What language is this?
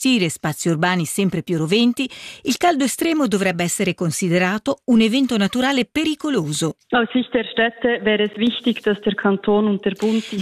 Italian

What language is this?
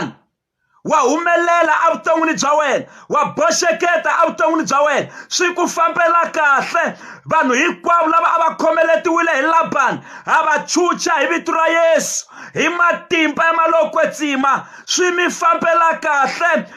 Tsonga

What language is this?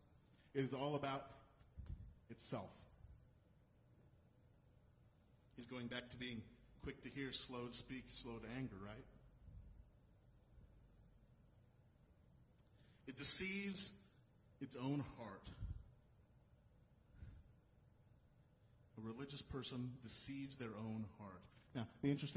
English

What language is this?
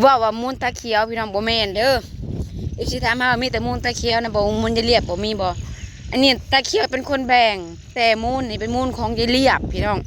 Lao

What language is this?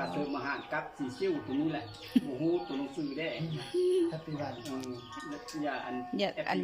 Lao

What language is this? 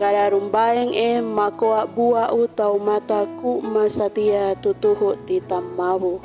Sangir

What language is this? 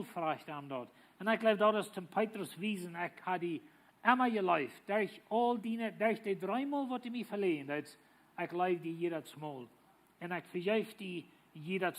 Plautdietsch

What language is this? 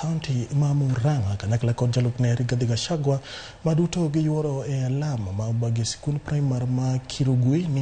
Luo (Kenya and Tanzania)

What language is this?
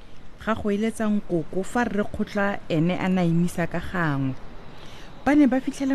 Tswana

